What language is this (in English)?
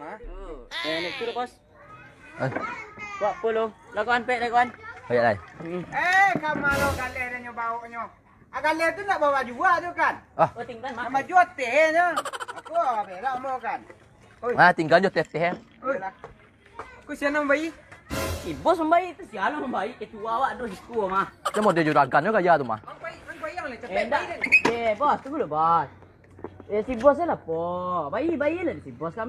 Minangkabau